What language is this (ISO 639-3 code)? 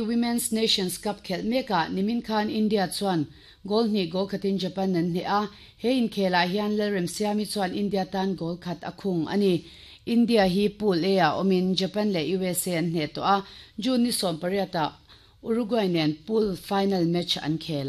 lus